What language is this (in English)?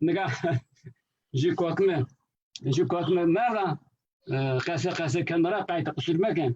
Zaza